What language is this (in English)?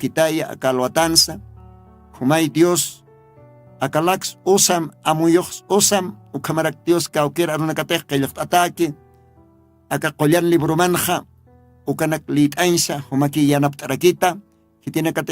Aymara